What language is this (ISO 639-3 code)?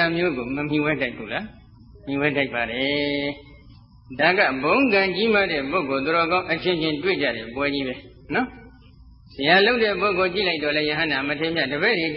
mya